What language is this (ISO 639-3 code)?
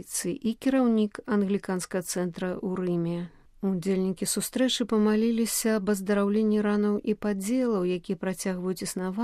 bel